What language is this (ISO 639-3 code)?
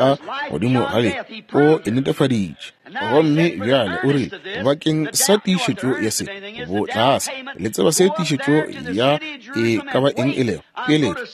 nso